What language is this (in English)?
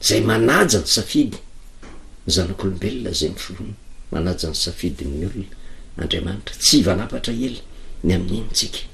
Malagasy